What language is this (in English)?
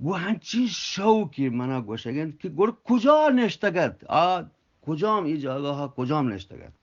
Eastern Balochi